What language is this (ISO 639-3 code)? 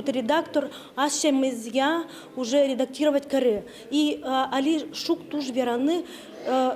udm